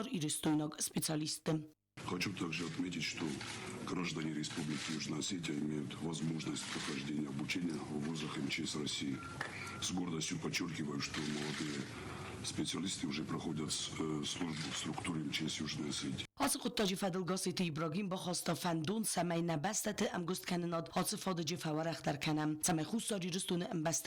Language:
Ossetic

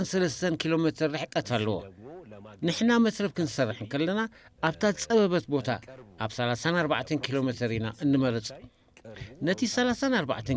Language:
Tigrinya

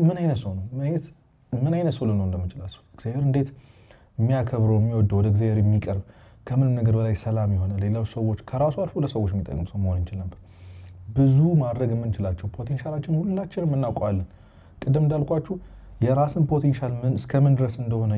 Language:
Amharic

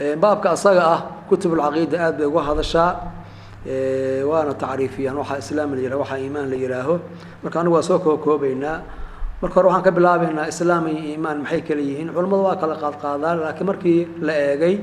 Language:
Somali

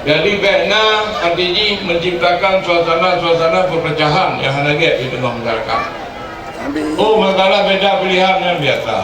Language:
Achinese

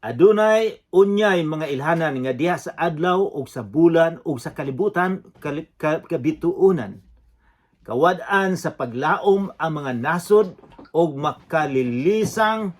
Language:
Cebuano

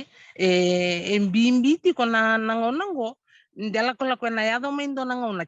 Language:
Fijian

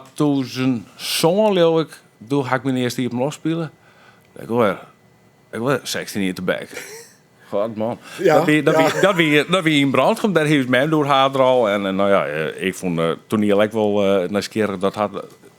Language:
Western Frisian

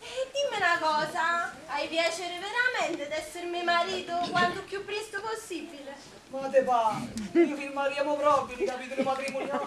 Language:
Neapolitan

